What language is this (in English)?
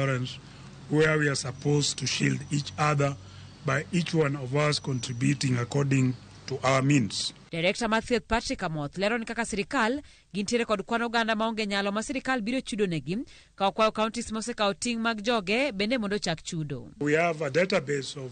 Luo (Kenya and Tanzania)